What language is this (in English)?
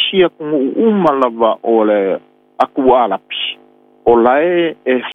Samoan